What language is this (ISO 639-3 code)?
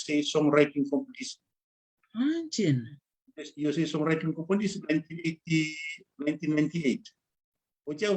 fij